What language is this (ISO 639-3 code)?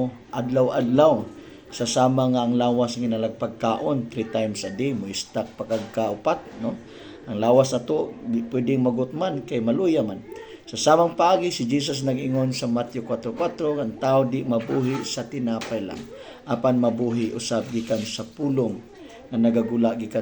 ceb